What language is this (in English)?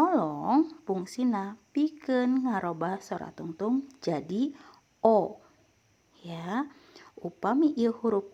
Sundanese